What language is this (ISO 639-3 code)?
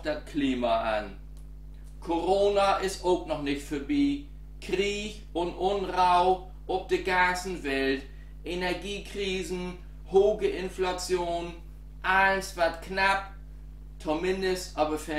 nds